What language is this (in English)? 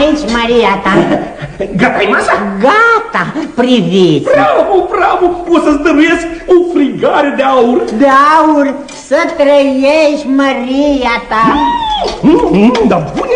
Romanian